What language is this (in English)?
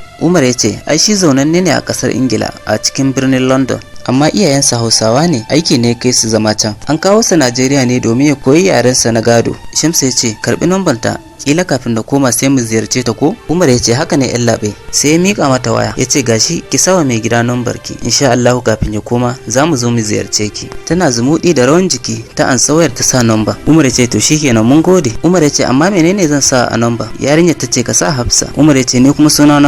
Hausa